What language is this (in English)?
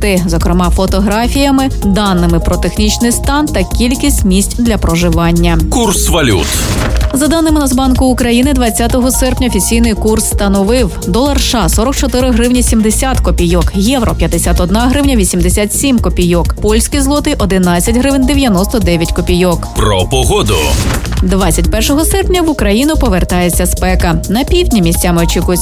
Ukrainian